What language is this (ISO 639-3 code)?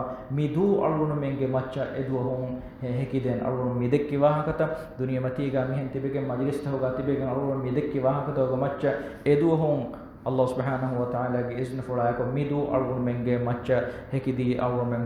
div